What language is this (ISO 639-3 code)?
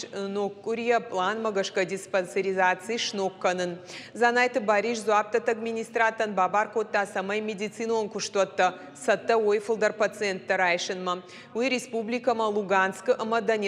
oss